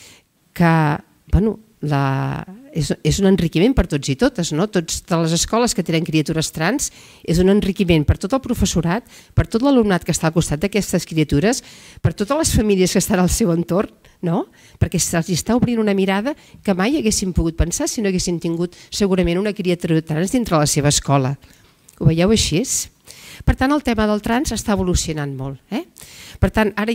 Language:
Catalan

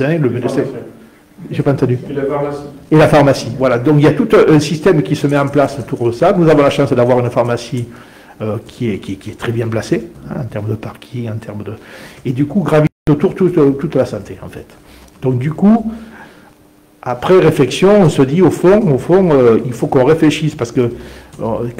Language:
French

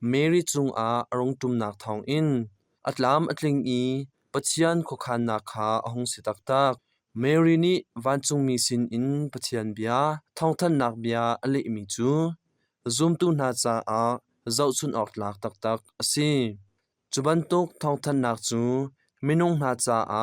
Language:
Hakha Chin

